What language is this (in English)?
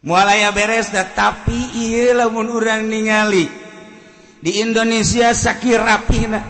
Sundanese